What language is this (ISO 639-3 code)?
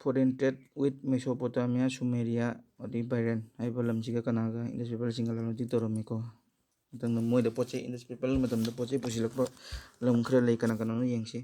mni